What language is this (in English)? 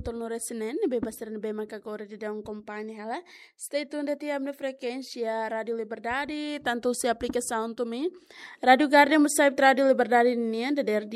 Tetum